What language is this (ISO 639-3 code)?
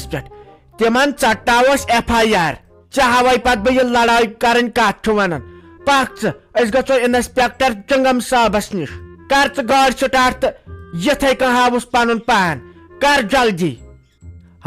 kas